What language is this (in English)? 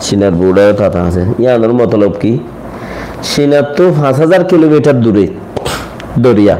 Rohingya